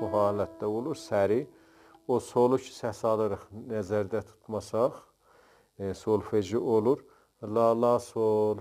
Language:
South Azerbaijani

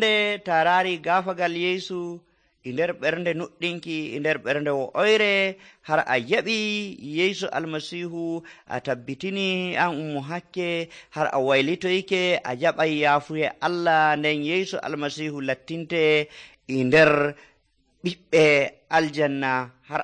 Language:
Nigerian Fulfulde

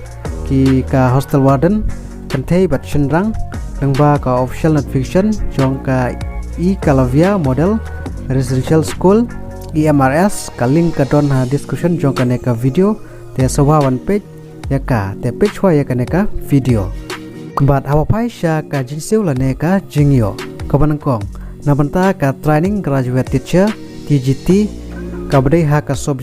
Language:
Khasi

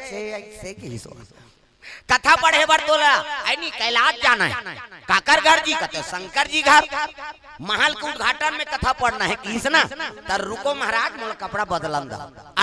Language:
Chhattisgarhi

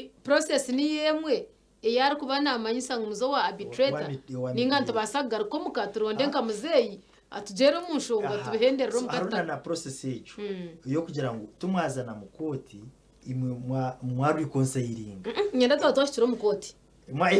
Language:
Nyankole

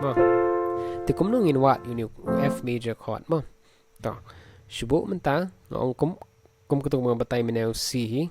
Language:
Khasi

